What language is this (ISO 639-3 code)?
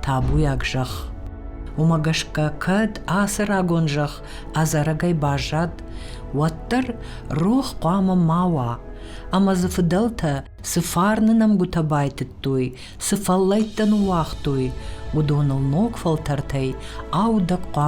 oss